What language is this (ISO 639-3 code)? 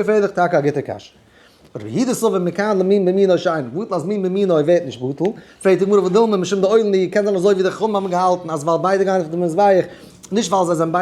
yid